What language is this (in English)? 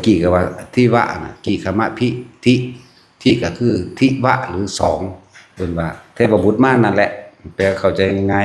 Lao